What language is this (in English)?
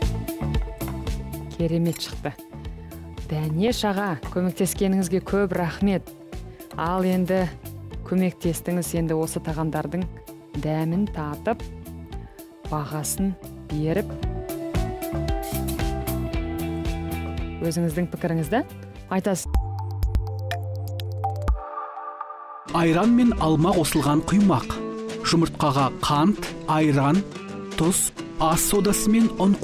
Kazakh